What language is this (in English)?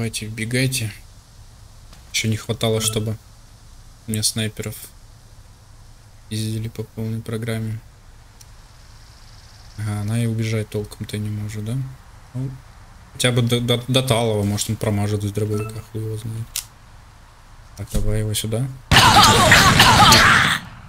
Russian